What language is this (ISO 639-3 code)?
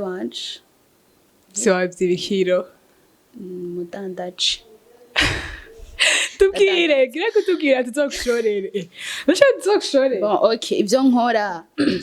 run